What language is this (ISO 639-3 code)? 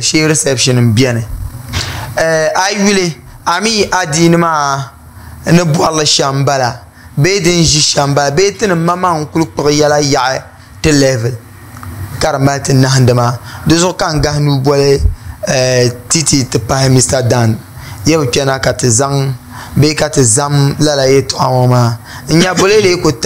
dag